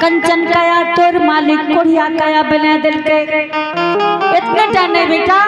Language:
Angika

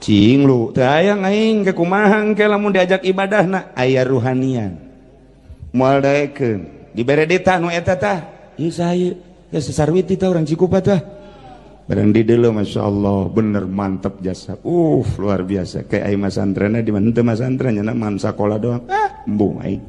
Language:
Sundanese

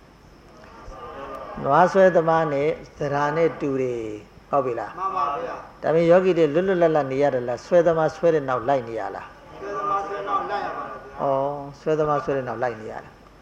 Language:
Burmese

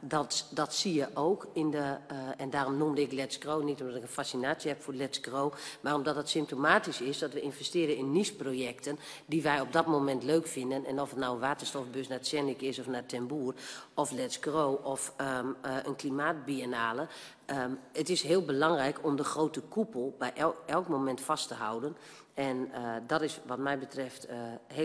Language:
Dutch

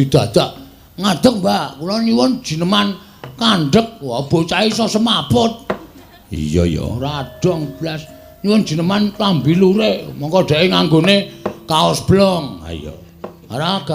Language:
Javanese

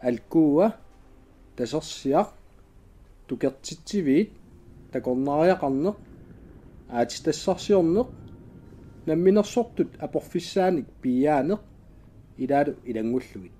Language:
Kalaallisut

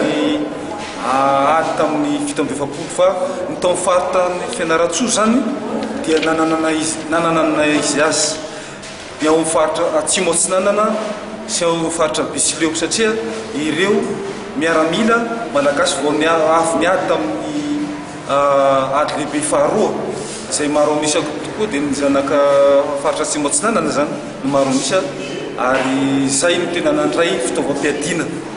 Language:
Malagasy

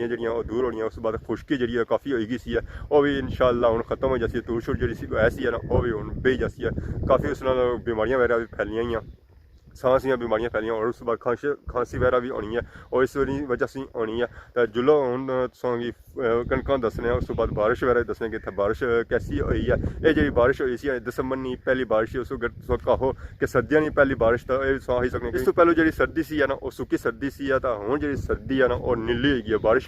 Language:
Pahari-Potwari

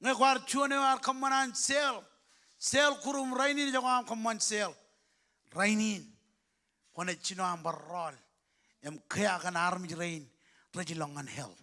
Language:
Marshallese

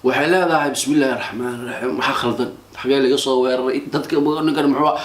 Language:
Somali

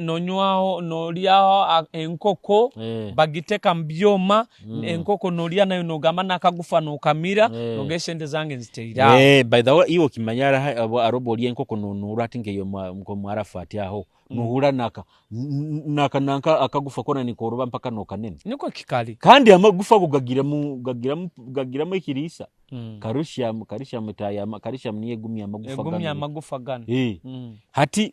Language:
Nyoro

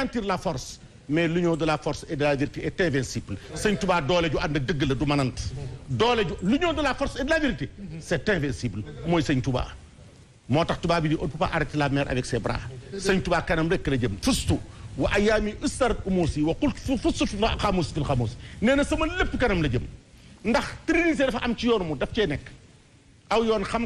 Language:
Wolof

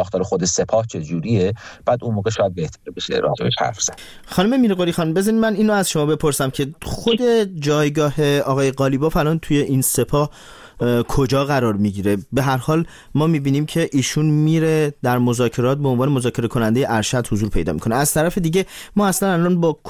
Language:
Persian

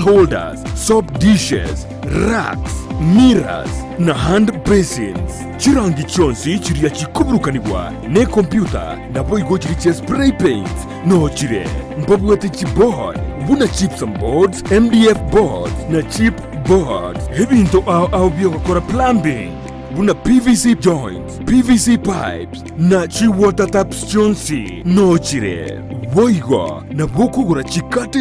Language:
Gusii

